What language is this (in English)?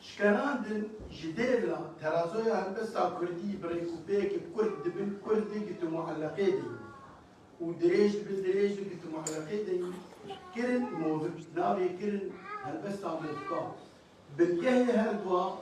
Kurdish